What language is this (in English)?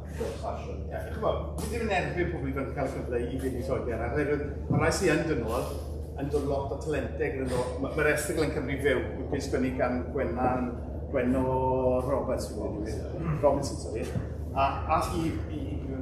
Welsh